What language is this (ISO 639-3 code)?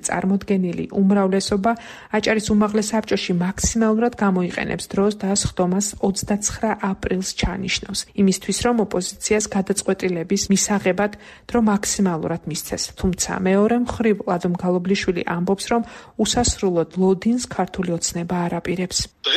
kat